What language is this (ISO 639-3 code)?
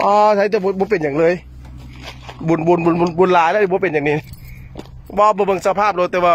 lao